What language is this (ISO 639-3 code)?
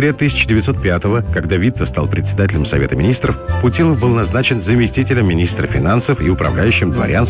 rus